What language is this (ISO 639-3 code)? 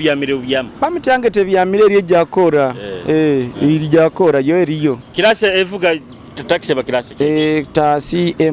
nyo